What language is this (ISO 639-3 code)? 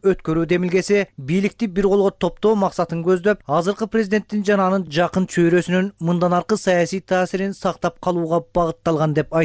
kir